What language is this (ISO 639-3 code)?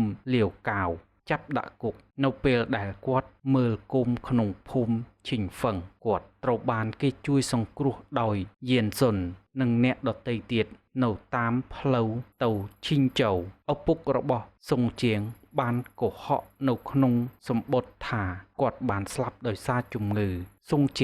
khm